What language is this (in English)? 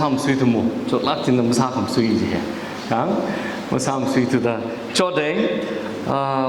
Tangkhul Naga (India)